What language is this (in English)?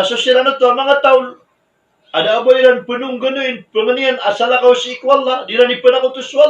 Maranao